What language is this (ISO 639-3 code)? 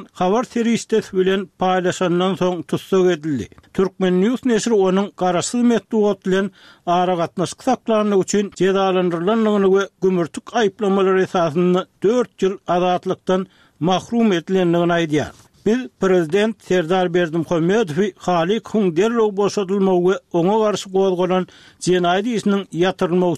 tuk